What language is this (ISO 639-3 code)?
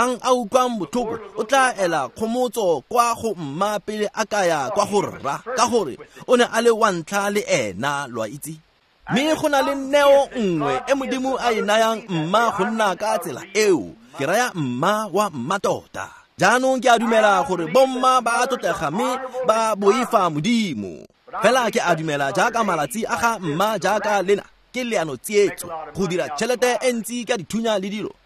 tsn